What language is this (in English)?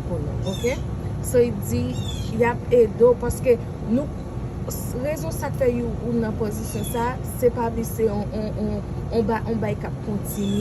Haitian Creole